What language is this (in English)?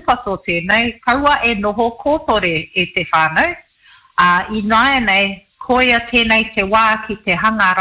Māori